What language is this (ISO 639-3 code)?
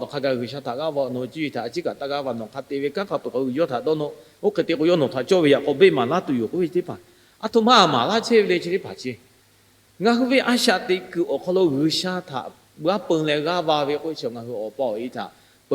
lhu